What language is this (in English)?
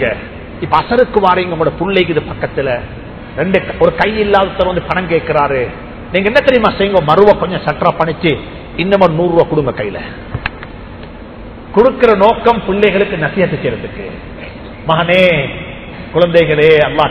Tamil